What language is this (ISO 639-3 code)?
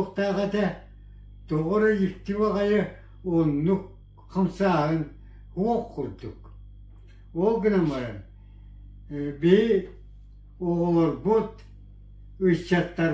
sah